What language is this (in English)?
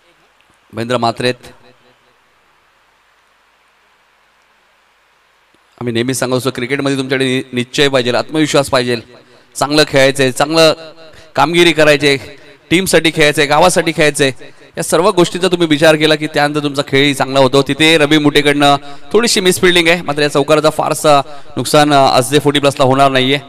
Marathi